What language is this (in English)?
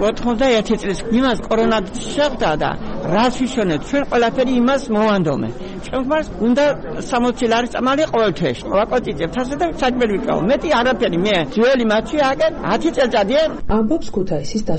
Georgian